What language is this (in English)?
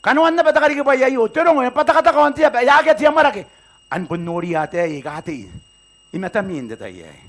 Gilbertese